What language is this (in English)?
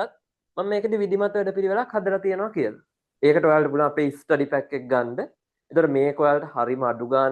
Sinhala